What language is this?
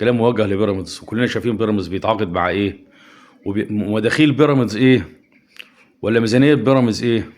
Egyptian Arabic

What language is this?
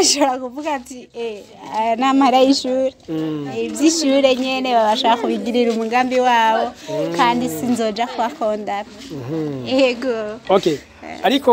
Rundi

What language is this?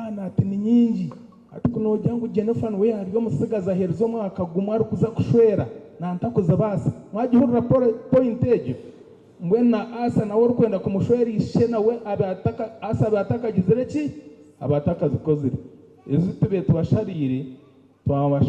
Nyankole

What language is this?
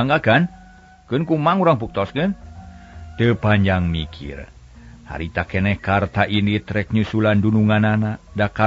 Sundanese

